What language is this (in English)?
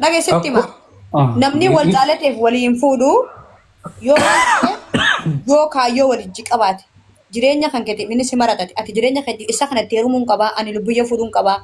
Oromo